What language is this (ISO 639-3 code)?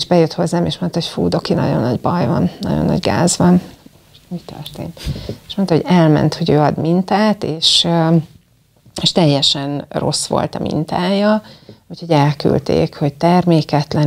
hun